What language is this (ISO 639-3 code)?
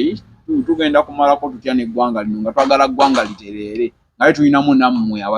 lug